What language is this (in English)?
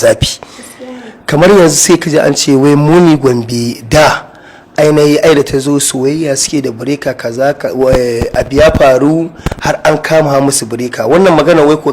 Hausa